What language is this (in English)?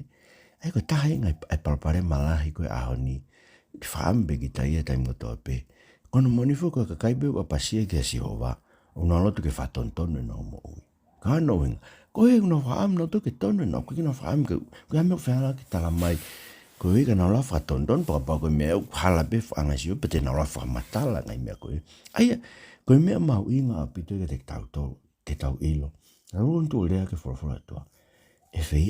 Tongan